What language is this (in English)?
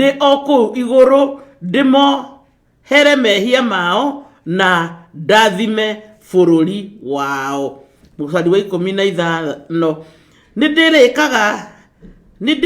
Kikuyu